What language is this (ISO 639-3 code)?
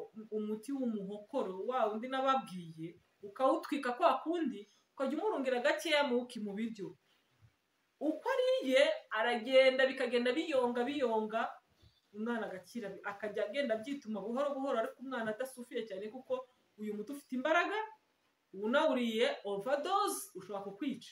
kin